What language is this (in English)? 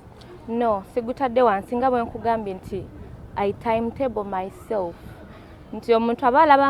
Ganda